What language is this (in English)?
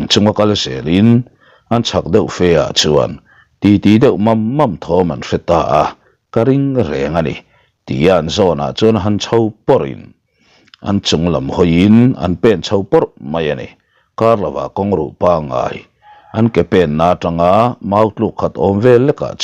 Mizo